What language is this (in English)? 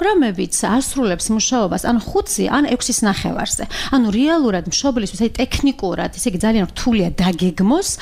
Georgian